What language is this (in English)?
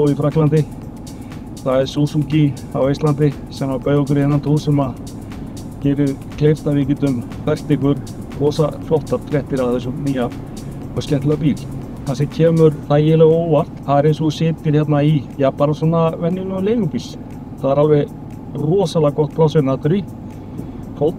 Icelandic